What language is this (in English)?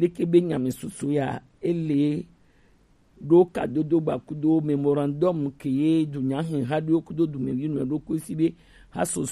Gen